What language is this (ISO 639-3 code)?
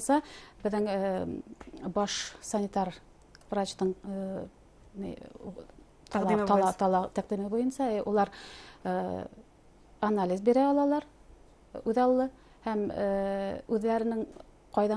bak